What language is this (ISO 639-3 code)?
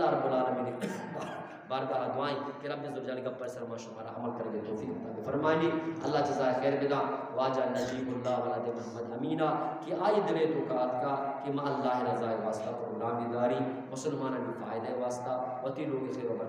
bgp